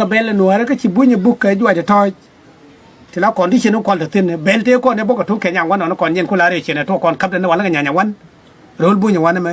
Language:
Nuer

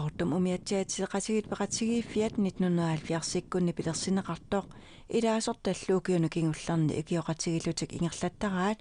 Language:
Kalaallisut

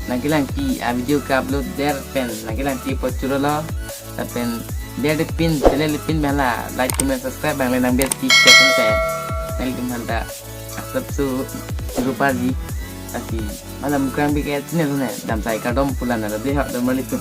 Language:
Karbi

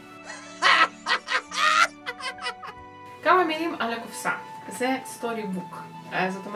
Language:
Hebrew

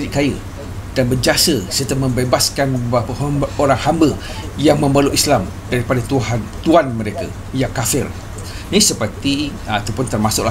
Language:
Malay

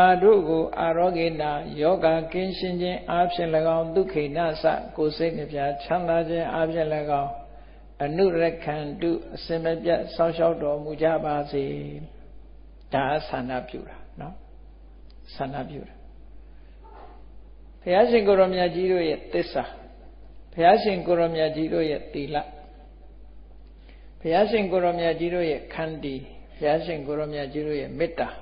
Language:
Burmese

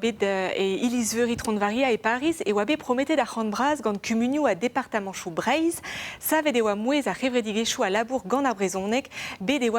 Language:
Breton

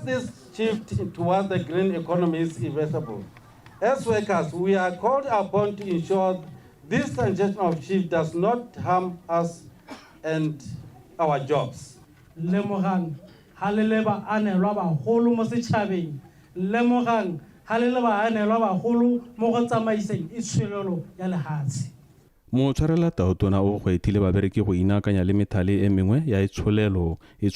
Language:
Tswana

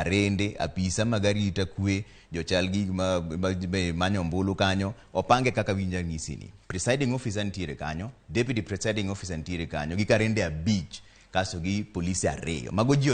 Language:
Luo (Kenya and Tanzania)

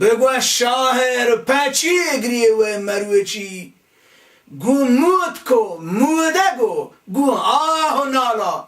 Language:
Baluchi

